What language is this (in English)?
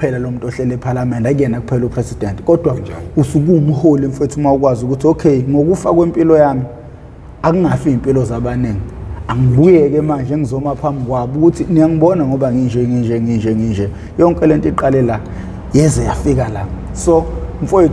Zulu